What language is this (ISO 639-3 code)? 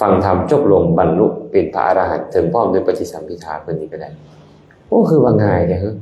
lao